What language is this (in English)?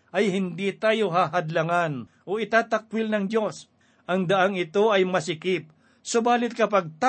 Filipino